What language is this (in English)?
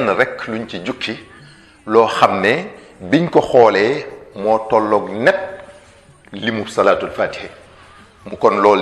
Wolof